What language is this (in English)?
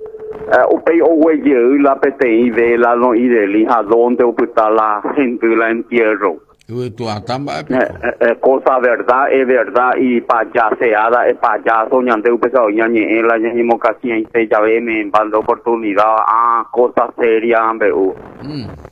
Guarani